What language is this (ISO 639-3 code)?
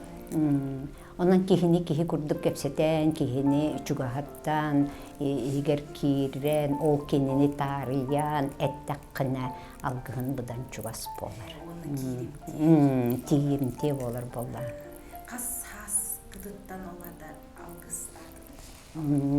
sah